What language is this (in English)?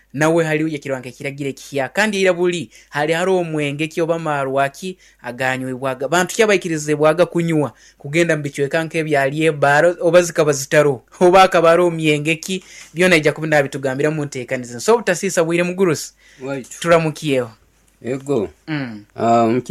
Nyoro